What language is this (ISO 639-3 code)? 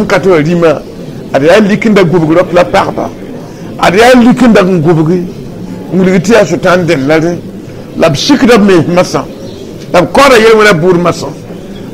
mos